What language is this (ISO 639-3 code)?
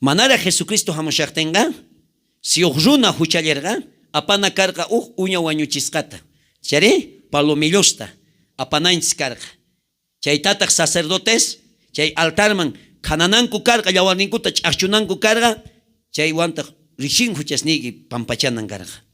quh